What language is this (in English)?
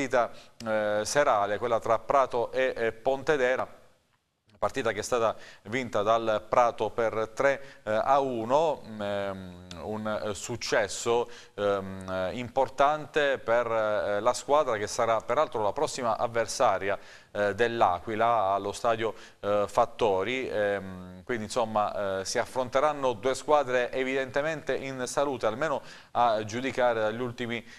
Italian